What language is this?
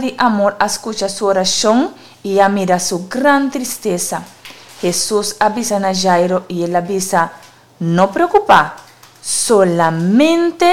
Papiamento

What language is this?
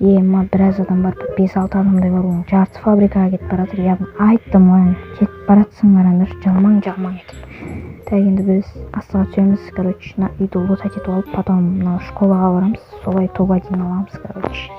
Kazakh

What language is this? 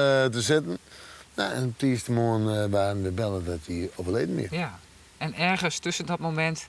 Western Frisian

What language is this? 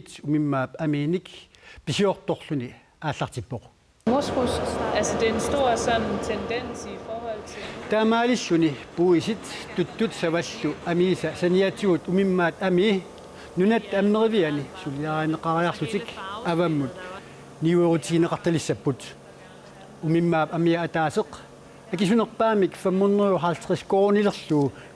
Kalaallisut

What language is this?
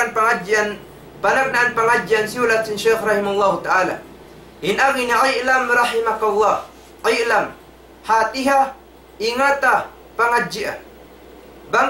Tausug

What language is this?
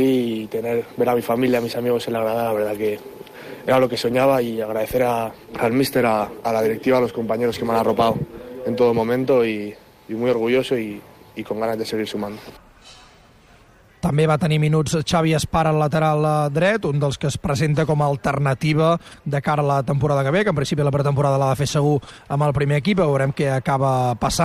Catalan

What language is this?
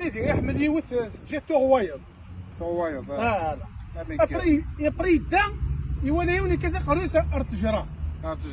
Kabyle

